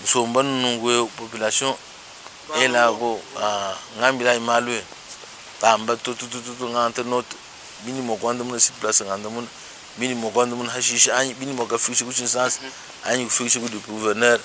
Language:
Luba-Lulua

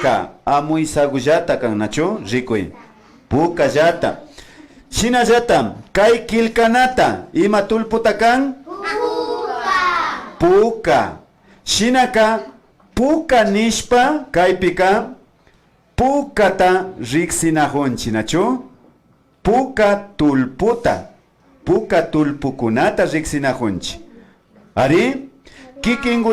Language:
Imbabura Highland Quichua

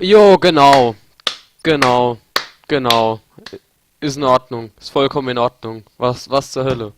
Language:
Palatine German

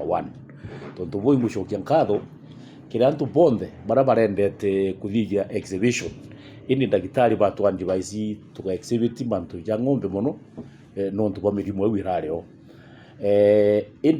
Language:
Meru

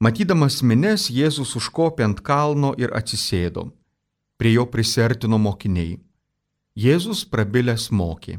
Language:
Lithuanian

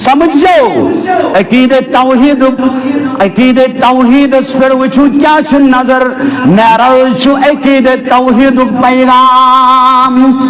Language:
Kashmiri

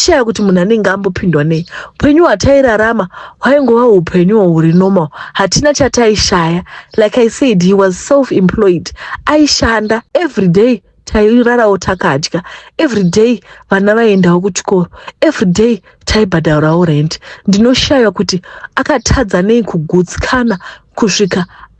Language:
Shona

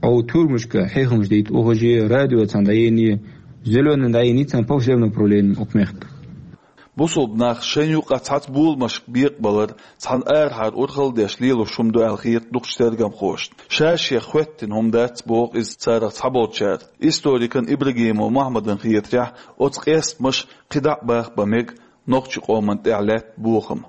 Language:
Chechen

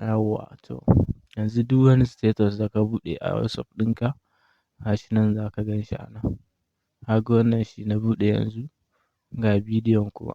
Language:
Hausa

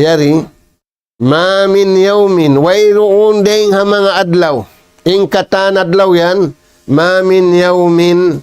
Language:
Tausug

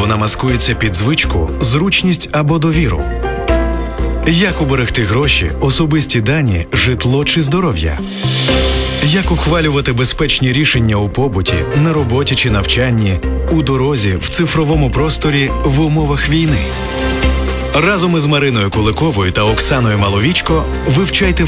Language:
Ukrainian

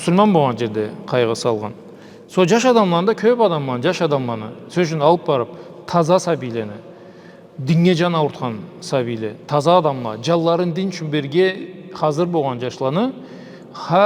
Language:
Karachay-Balkar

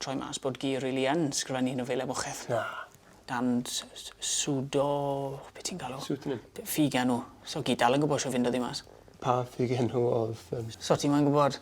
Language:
Welsh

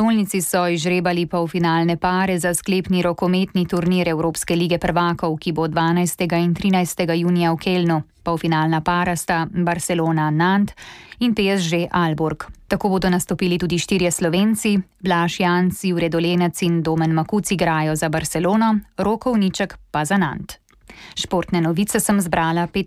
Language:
Slovenian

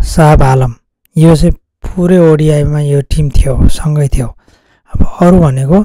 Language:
Nepali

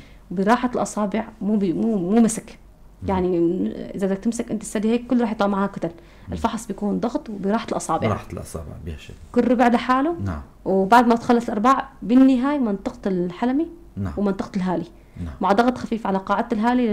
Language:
North Levantine Arabic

